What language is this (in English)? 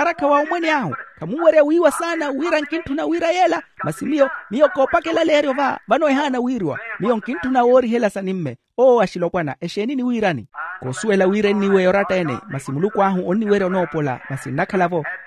Makhuwa